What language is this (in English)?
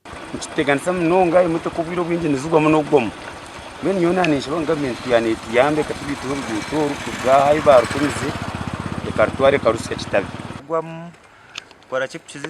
Nyankole